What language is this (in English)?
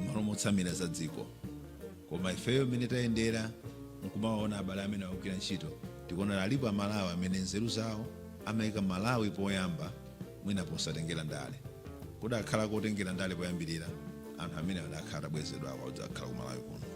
Nyanja